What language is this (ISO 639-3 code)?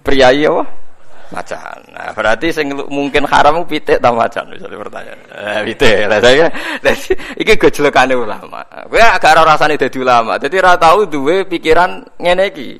jav